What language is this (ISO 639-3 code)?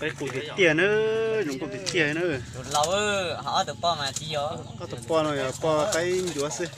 hmn